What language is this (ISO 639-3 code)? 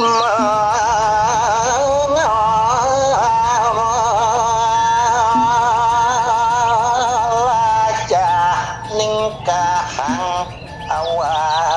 ban